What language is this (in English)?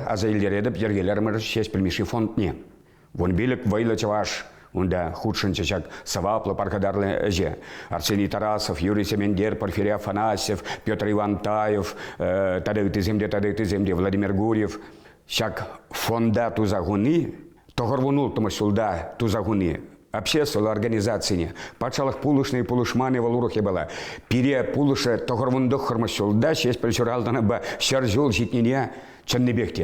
Chuvash